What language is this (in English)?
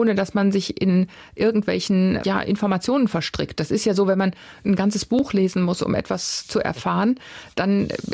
German